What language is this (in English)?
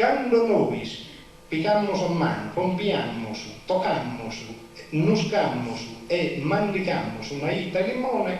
Sardinian